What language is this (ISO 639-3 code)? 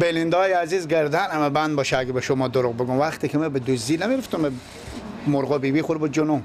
fas